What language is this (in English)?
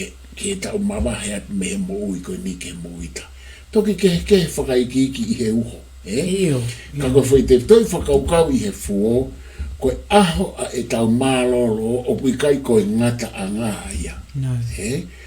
Tongan